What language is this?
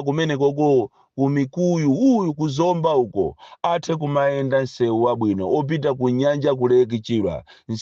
Nyanja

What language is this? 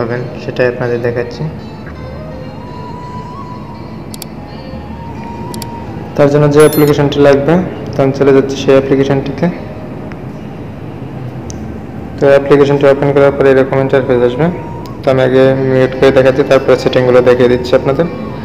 Bangla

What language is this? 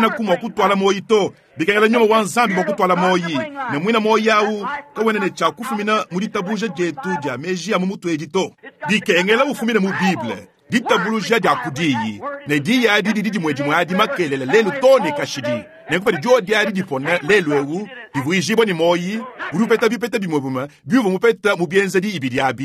Luba-Lulua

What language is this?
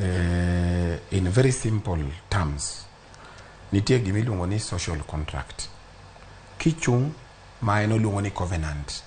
Luo (Kenya and Tanzania)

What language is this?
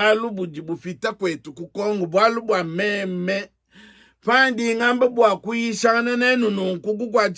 Luba-Lulua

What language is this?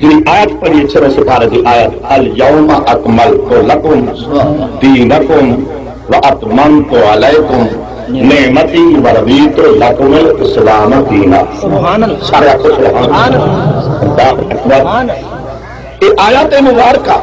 Saraiki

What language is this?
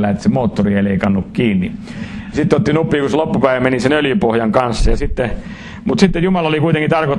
Finnish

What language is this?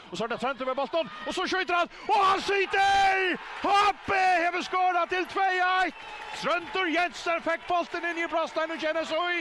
Faroese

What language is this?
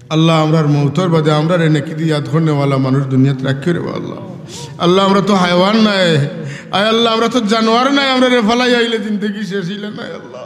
Sylheti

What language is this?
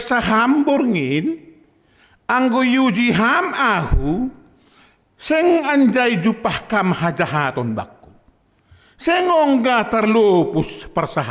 Batak Simalungun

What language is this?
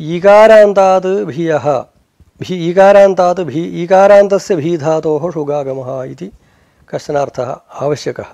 Sanskrit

